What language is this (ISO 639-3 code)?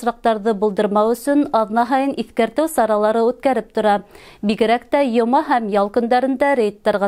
bak